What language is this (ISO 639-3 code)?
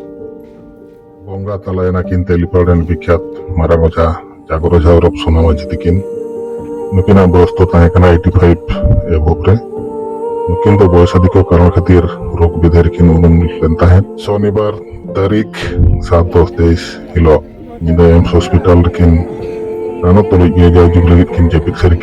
sat